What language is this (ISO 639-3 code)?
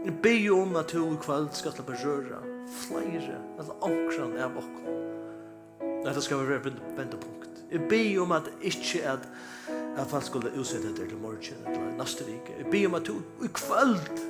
fao